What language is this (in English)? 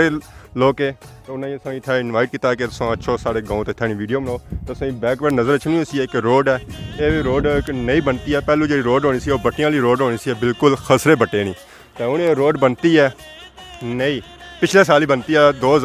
Pahari-Potwari